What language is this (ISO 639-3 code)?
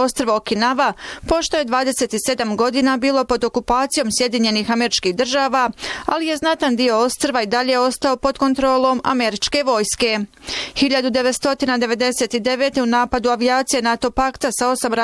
bos